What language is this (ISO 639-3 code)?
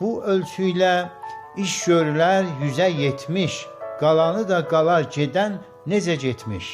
azb